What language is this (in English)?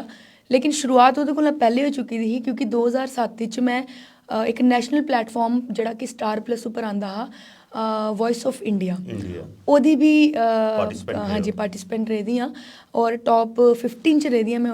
Dogri